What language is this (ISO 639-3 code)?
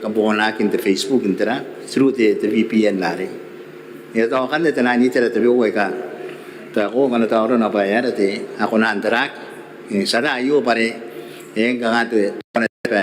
gil